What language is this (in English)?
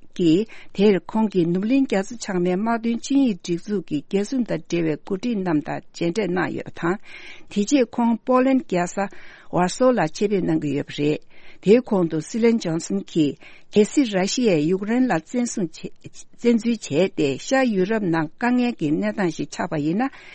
Tibetan